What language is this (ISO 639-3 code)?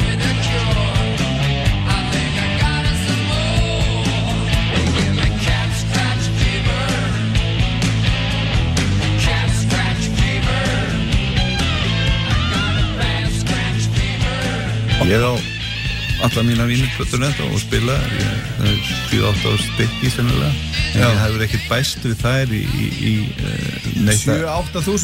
isl